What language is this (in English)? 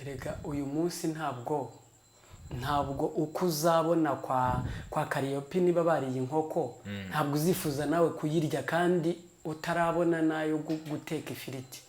Kinyarwanda